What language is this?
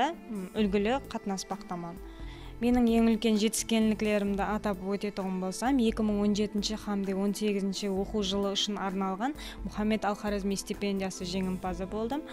Kara-Kalpak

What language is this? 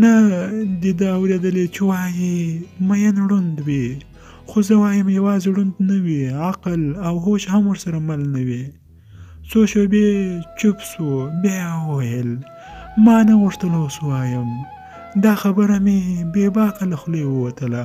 Pashto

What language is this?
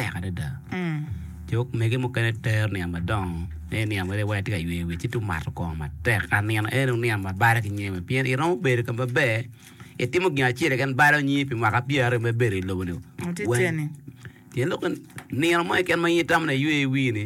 Acoli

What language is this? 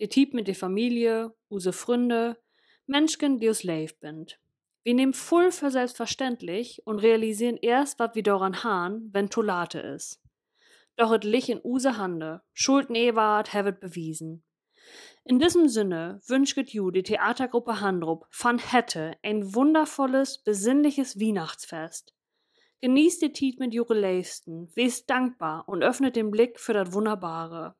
Low German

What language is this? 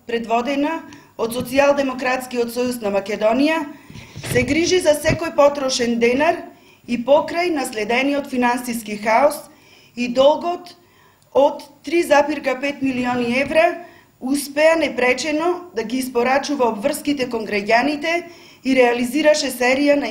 Macedonian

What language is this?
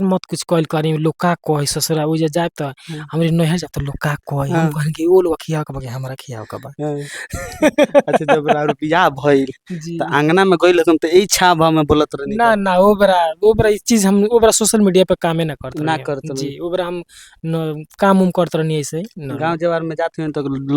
Bhojpuri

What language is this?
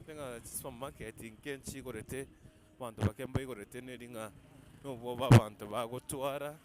Gusii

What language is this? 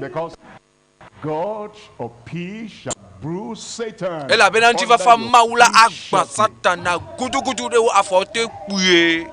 Ewe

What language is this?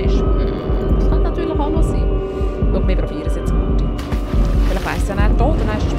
Swiss German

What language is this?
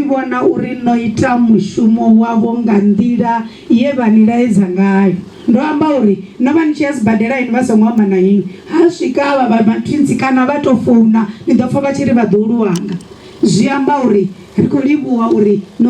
Venda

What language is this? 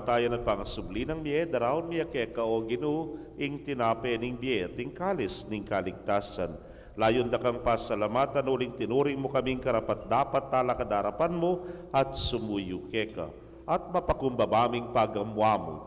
Pampanga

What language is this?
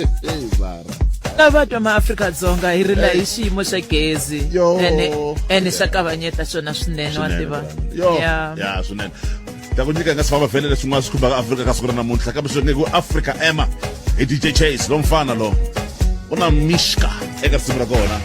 Tsonga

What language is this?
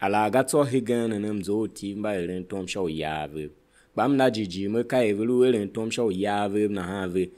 Tiv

